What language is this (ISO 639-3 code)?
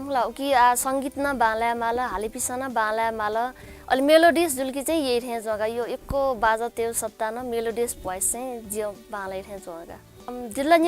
new